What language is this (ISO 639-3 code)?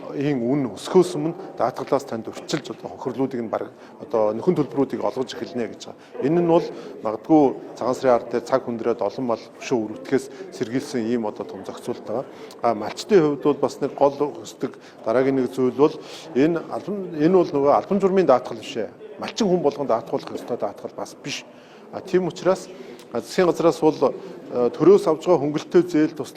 mon